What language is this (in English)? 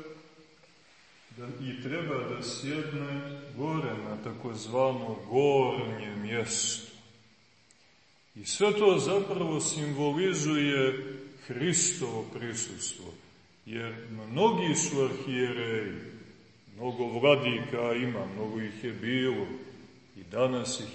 Serbian